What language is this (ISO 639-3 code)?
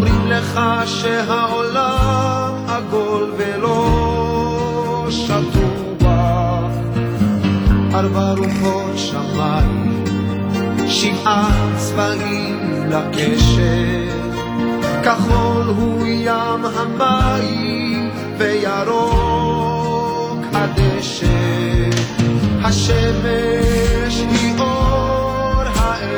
heb